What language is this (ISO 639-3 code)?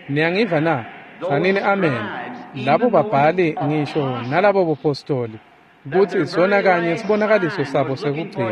ssw